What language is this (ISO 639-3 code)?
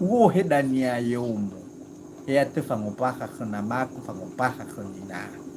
nia